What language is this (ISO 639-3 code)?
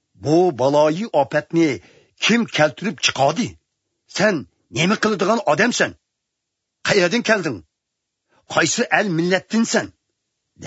uig